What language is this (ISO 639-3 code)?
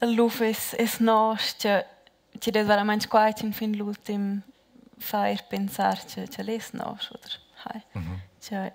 roh